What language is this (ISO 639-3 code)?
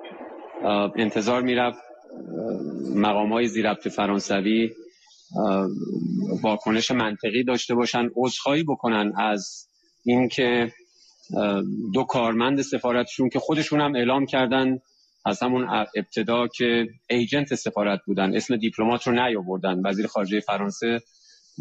fas